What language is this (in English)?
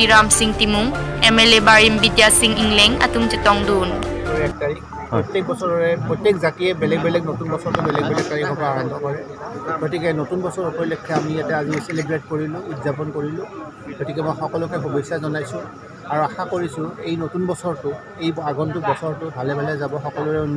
Karbi